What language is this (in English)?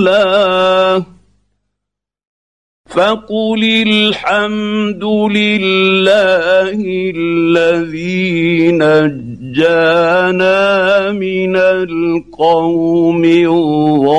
Arabic